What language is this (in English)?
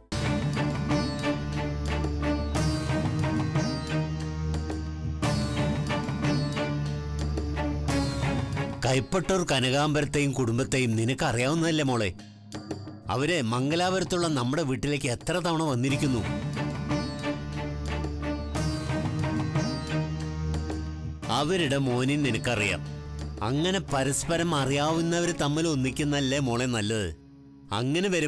Malayalam